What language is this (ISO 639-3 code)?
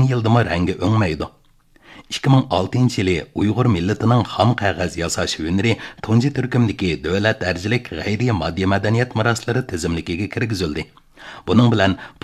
uig